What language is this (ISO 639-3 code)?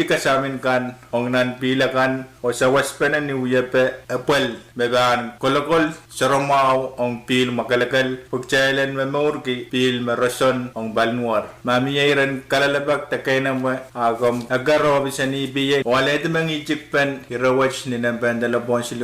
pon